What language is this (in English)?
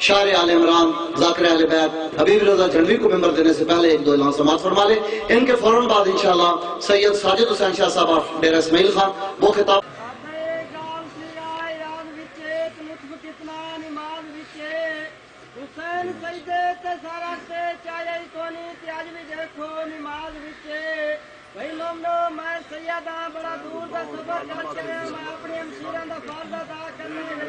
Saraiki